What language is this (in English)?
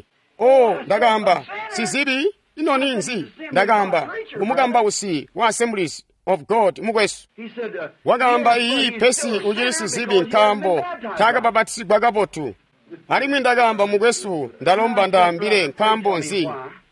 Tonga (Zambia)